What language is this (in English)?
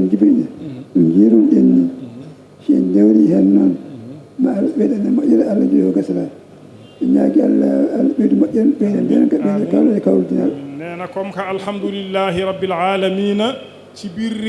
Fula